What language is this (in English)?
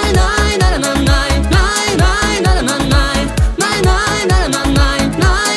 Kazakh